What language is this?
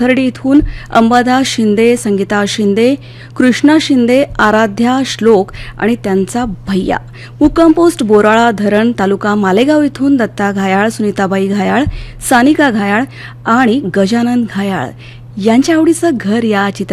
Marathi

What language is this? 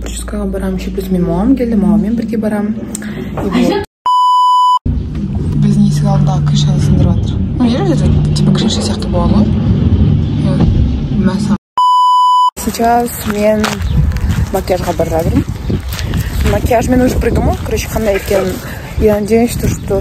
Kazakh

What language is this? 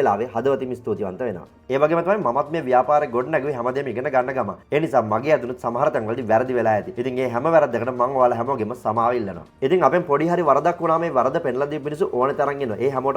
Sinhala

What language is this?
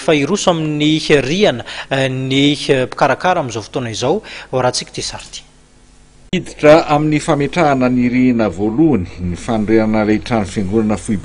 Malagasy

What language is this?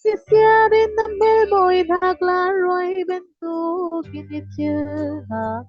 Falam Chin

